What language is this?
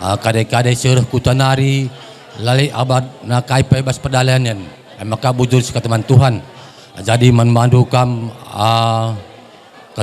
Batak Karo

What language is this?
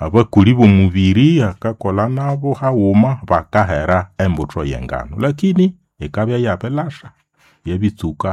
Nande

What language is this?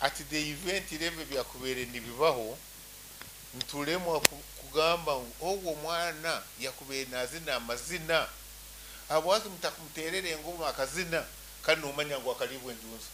Nyankole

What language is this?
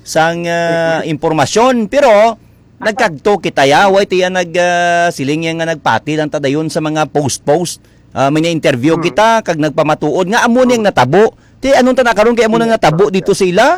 Hiligaynon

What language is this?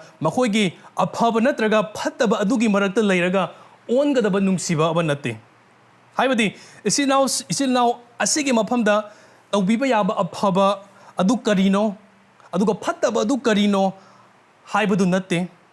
Manipuri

